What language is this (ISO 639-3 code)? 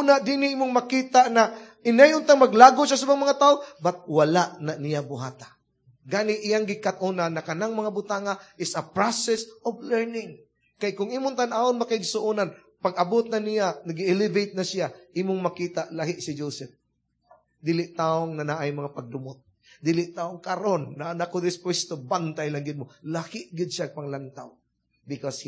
ceb